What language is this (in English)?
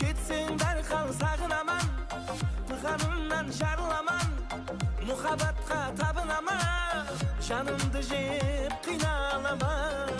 Kara-Kalpak